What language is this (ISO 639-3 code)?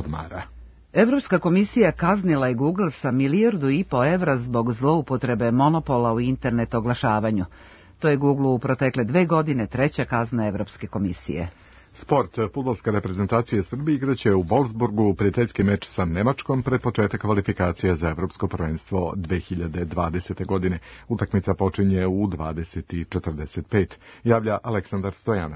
srp